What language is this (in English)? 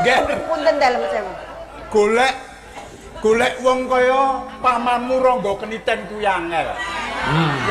Javanese